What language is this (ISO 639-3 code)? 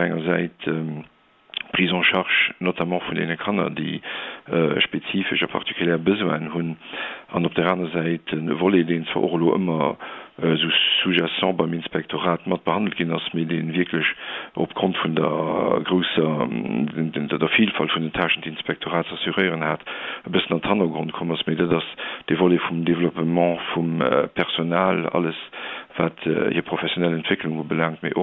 ltz